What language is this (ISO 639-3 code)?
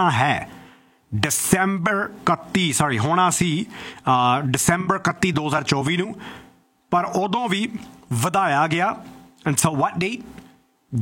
pan